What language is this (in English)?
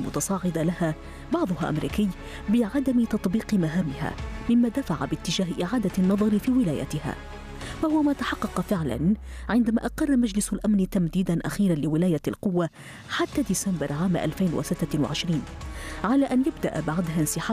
Arabic